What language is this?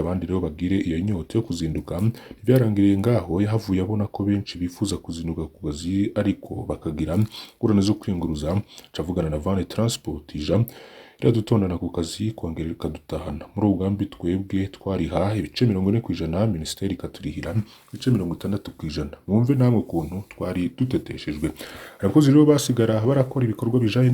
Rundi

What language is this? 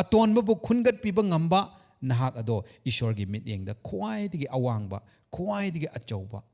Manipuri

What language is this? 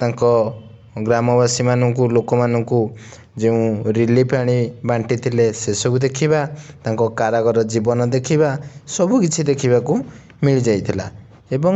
Odia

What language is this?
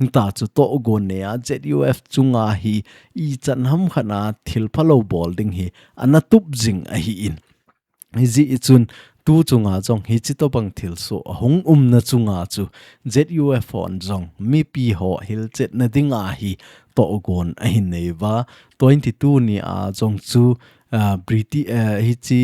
Thado Chin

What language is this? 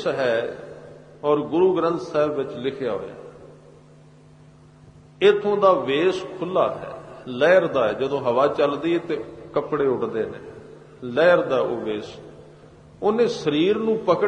Punjabi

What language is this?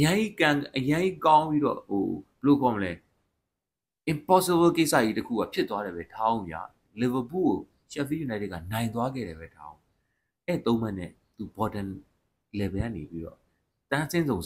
Burmese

